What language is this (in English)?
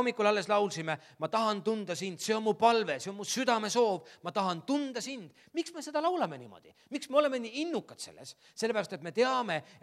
Estonian